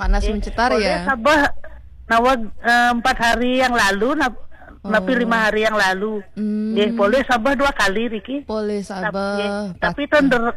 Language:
Balinese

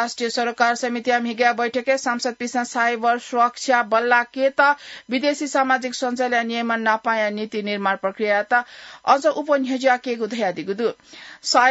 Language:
Newari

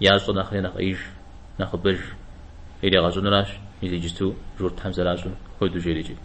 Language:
Kabardian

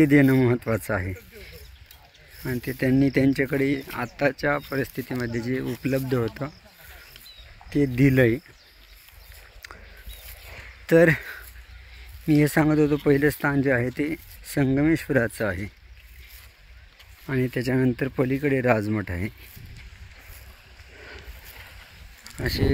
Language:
Marathi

